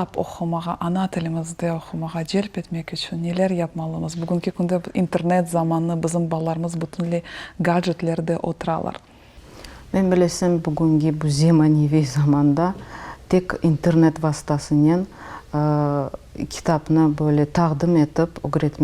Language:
Crimean Tatar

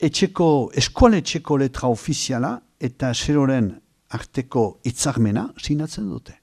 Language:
Basque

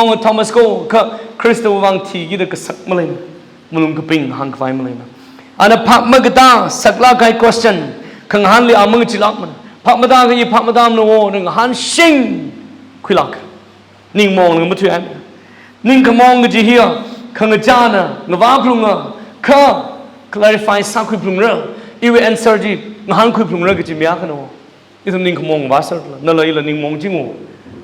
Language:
Tangkhul Naga (India)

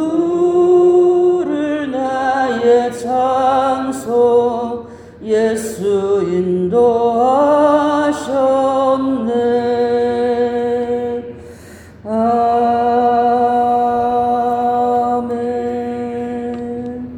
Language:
Korean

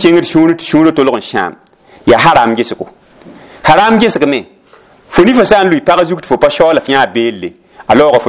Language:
Mossi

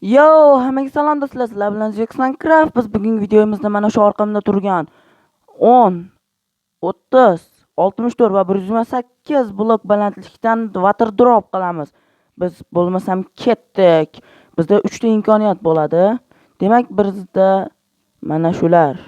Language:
Uzbek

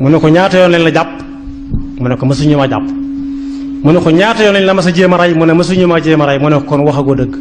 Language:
Wolof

